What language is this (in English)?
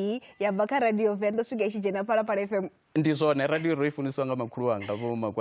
Venda